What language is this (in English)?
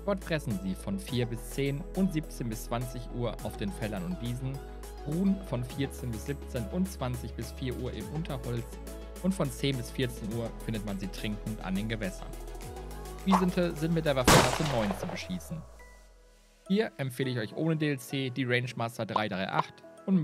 German